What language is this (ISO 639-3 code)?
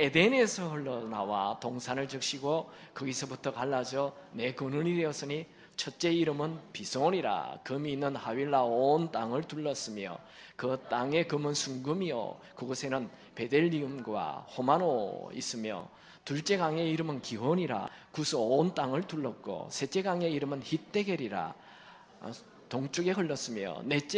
kor